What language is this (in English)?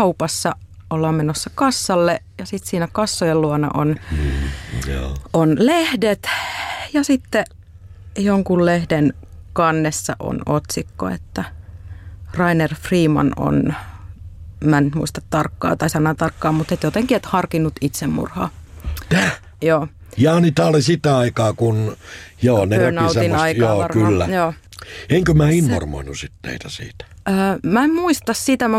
Finnish